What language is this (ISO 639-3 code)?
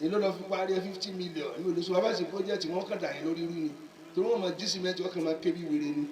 yor